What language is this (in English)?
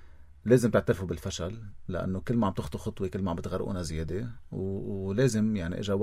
North Levantine Arabic